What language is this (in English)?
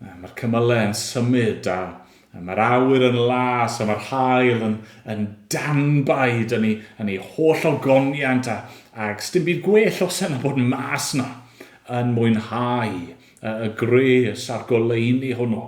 Welsh